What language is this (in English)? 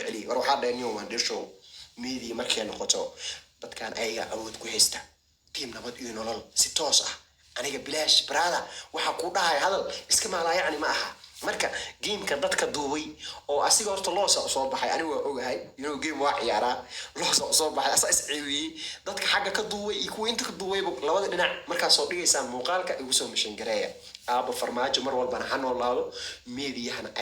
Somali